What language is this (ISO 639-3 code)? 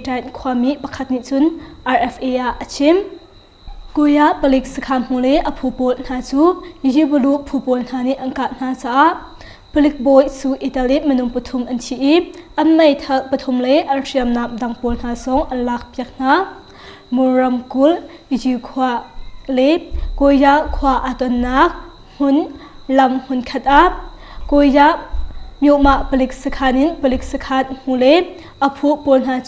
cnh